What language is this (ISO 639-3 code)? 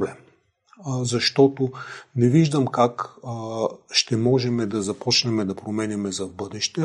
bul